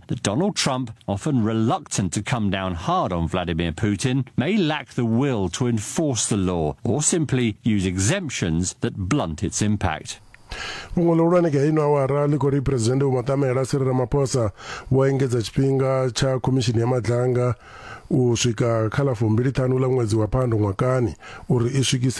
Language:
Venda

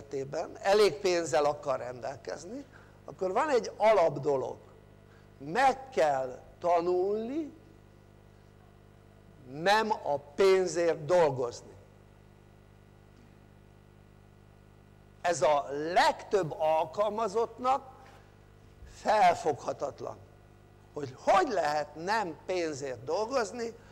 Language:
Hungarian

